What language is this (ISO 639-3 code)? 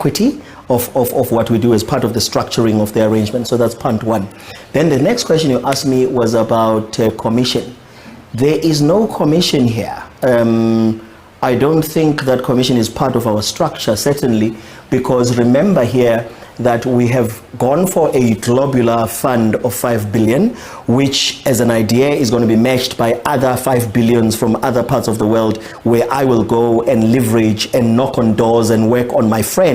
ven